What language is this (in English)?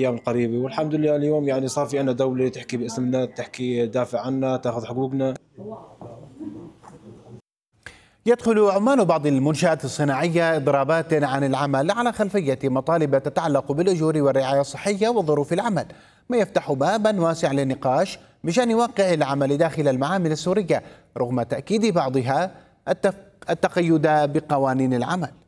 Arabic